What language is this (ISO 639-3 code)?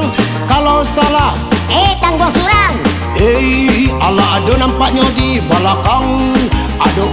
min